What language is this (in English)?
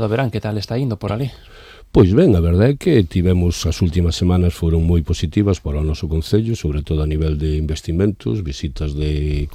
Galician